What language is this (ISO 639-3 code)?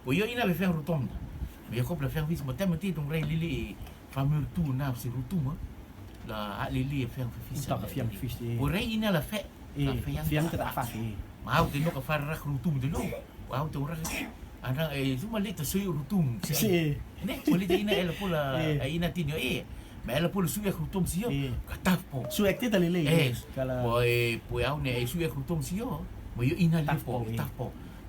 rtm